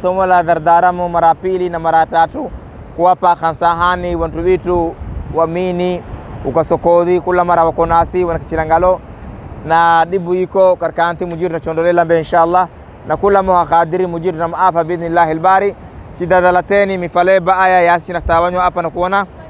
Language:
Swahili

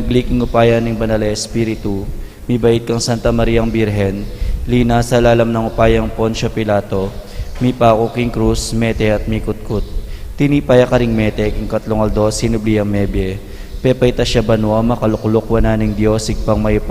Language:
Pampanga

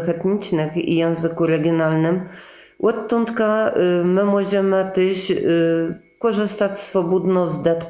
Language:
Kashubian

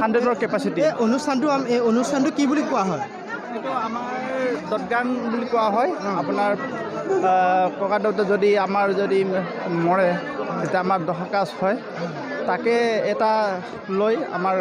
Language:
Assamese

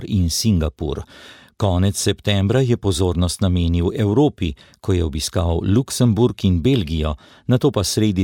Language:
Slovenian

